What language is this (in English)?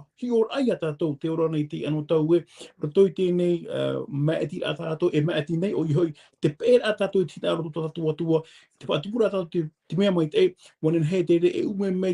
Tahitian